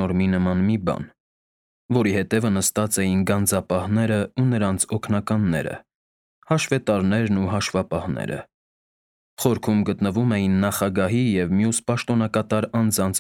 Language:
Armenian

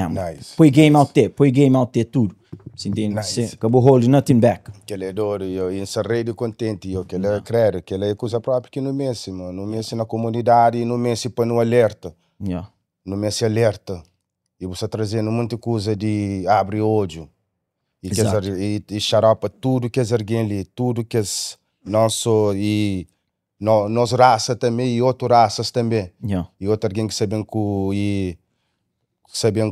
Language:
Kabuverdianu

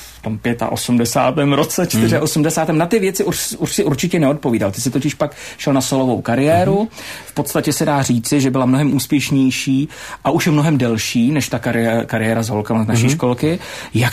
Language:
Czech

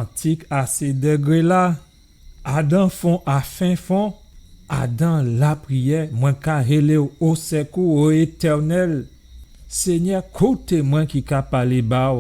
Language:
Guadeloupean Creole French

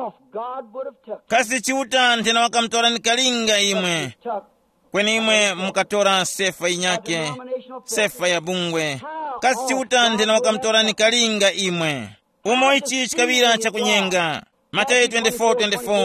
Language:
Tumbuka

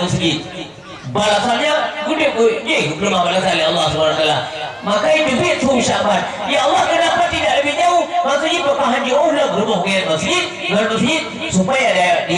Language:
Achinese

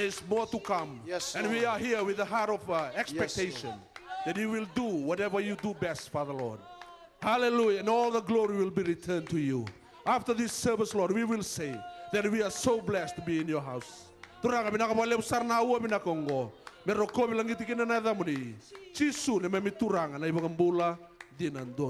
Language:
Fijian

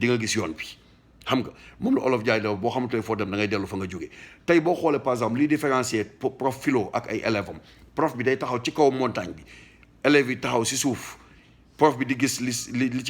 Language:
Wolof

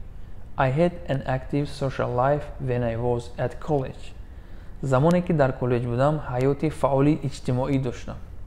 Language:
Tajik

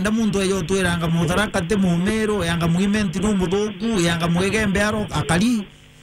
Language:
Meru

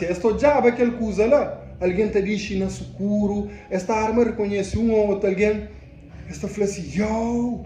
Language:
Kabuverdianu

